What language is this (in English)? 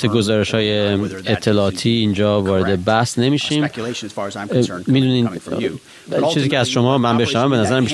Persian